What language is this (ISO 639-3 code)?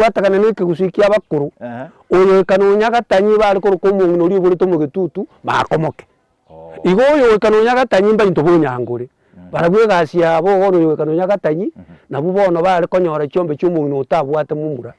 guz